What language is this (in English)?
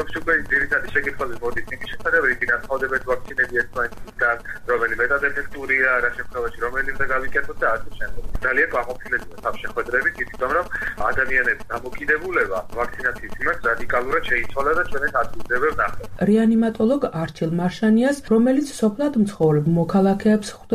Georgian